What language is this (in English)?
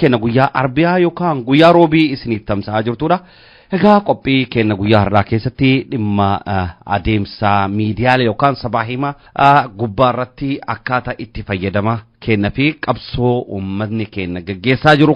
Oromo